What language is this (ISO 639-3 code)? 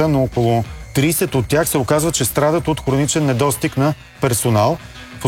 bul